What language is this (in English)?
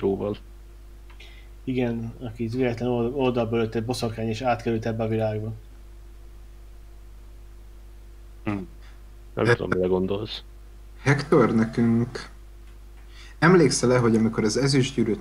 Hungarian